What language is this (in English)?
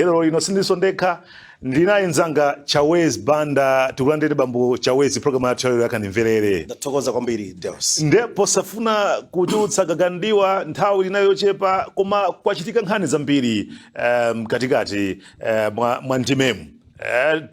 Nyanja